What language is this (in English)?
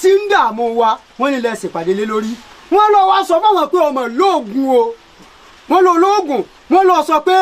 Yoruba